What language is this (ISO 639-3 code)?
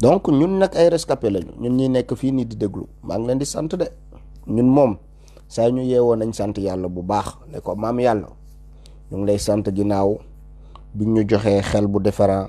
wol